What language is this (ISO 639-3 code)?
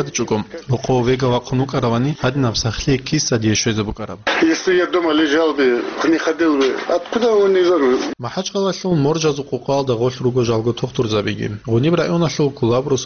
ava